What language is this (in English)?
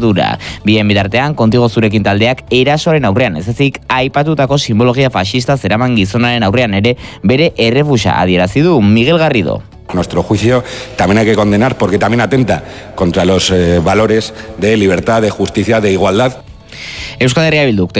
Basque